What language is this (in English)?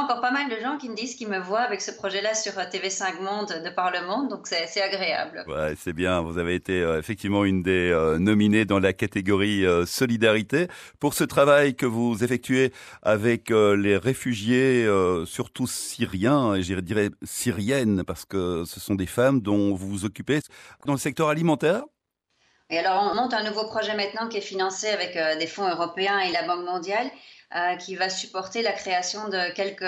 French